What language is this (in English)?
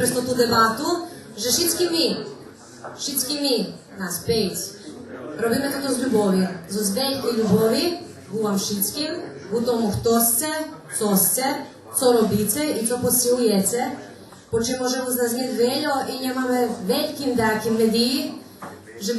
Rusyn